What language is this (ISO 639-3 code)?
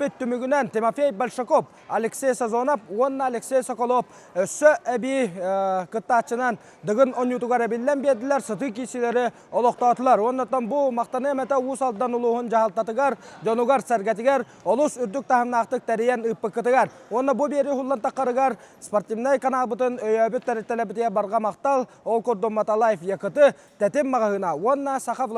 sah